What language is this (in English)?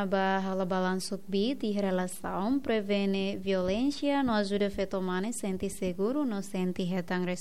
Tetum